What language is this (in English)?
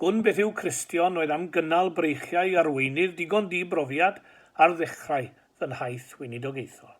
Welsh